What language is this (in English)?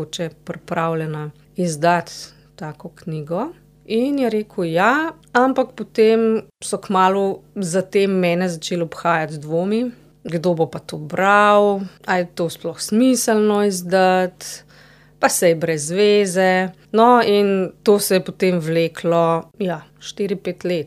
Slovenian